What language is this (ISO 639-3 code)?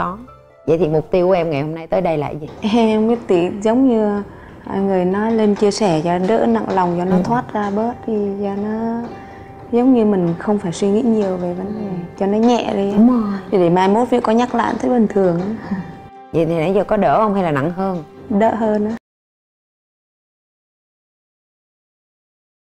vie